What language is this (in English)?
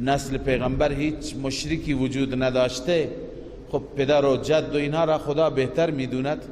Persian